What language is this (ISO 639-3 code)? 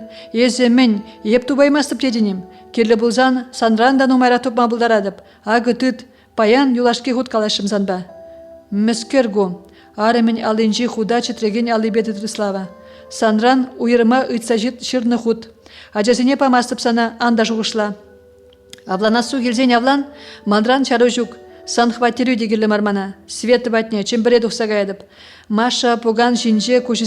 chv